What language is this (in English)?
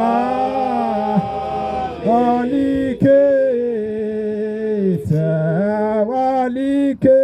Zulu